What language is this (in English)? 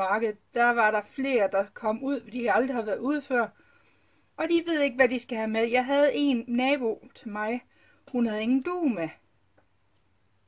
Danish